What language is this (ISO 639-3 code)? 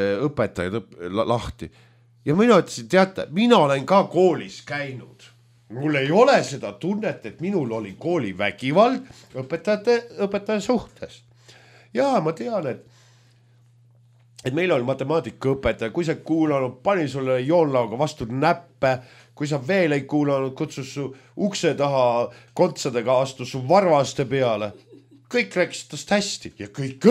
est